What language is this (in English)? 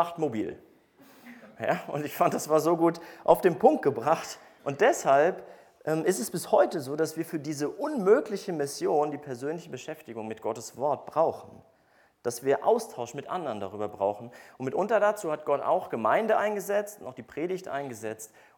German